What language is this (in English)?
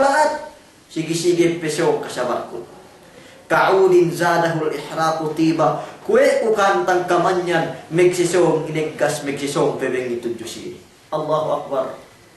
Yakan